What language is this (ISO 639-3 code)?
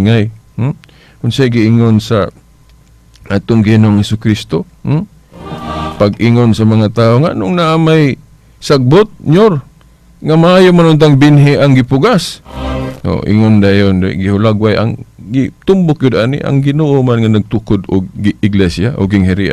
ceb